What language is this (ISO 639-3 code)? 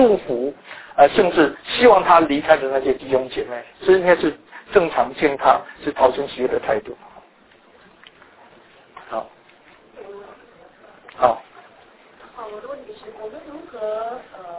zho